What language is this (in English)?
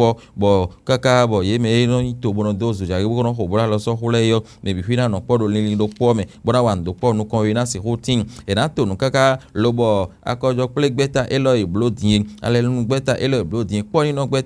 Fon